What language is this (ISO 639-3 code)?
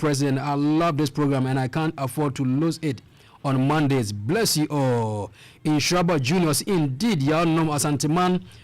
aka